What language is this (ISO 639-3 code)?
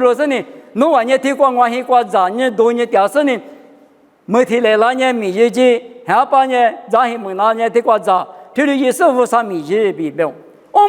lis